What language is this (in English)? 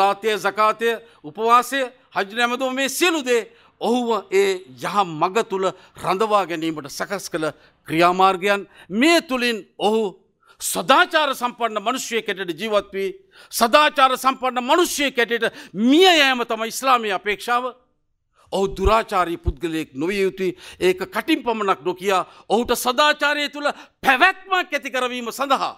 Sinhala